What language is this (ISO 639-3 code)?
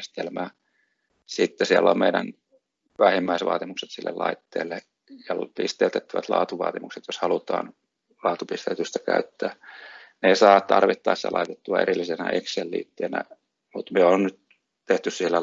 fin